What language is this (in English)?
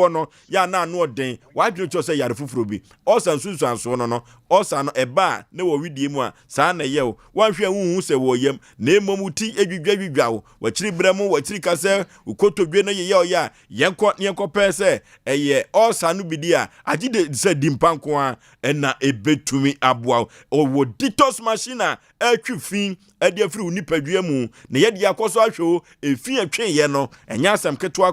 Akan